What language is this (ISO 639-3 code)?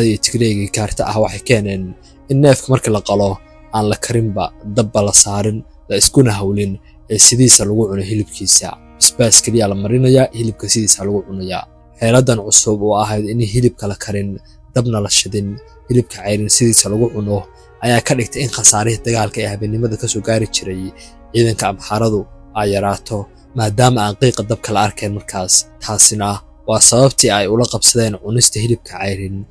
som